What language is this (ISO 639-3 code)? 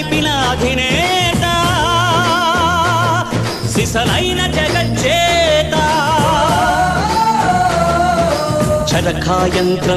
tel